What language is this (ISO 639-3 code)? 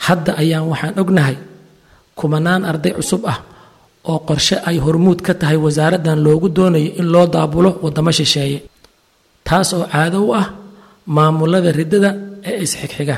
som